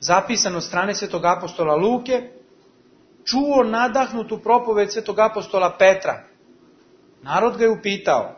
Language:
Serbian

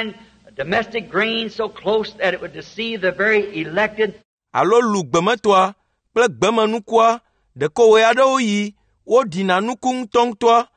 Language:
Ewe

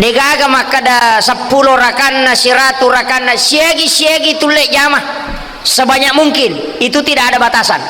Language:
Buginese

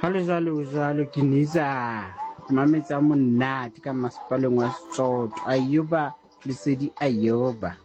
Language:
Southern Sotho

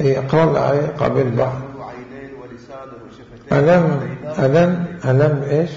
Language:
Mesopotamian Arabic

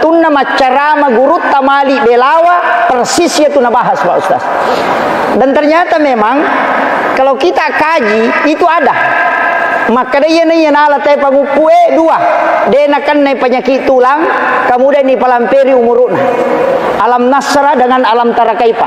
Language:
Buginese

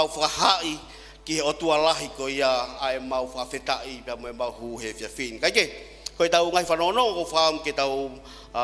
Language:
Tongan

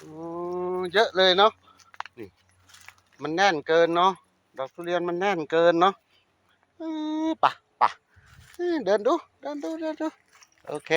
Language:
Northeastern Thai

